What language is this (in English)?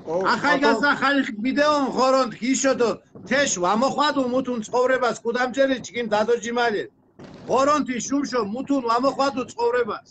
Mingrelian